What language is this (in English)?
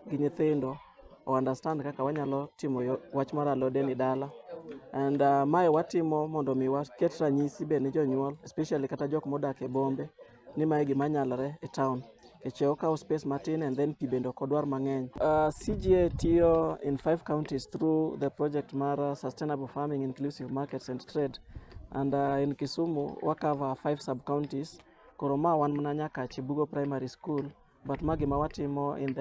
Luo (Kenya and Tanzania)